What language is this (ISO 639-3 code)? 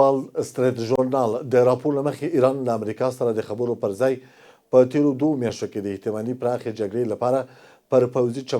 pus